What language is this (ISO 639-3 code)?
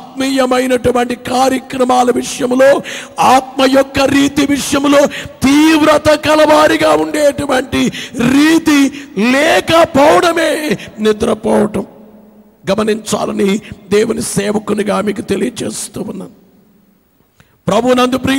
tel